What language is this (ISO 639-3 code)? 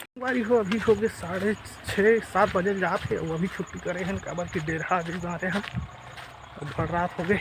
hne